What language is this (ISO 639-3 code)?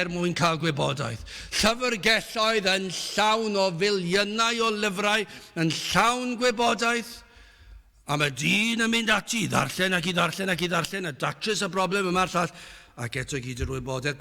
cym